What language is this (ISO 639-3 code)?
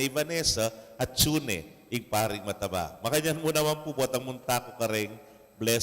pam